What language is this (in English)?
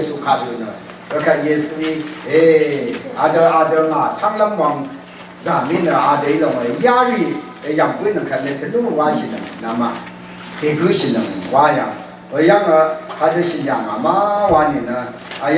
Rawang